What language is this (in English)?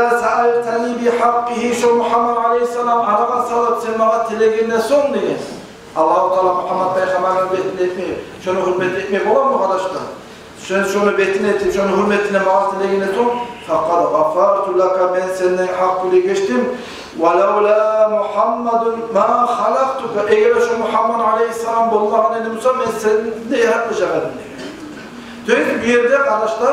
Kumyk